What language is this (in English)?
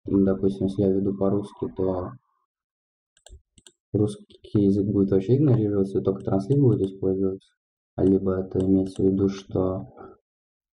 Russian